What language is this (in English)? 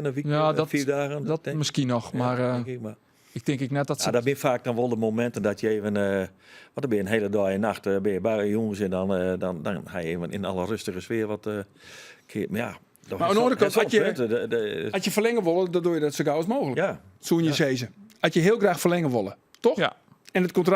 Western Frisian